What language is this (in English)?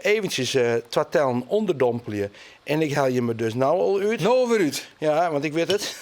Western Frisian